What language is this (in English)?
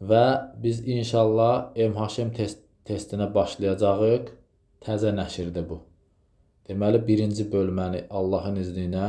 Azerbaijani